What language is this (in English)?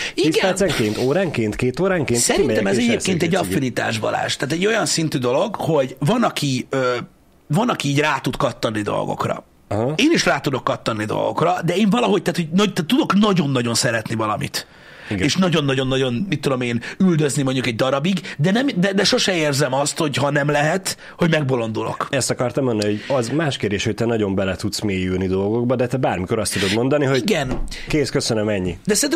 Hungarian